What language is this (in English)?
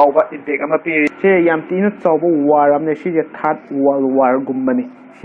Manipuri